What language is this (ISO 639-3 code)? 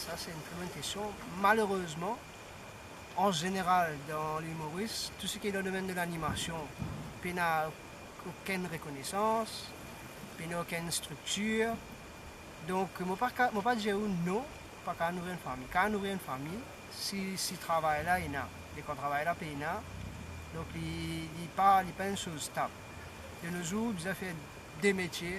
mfe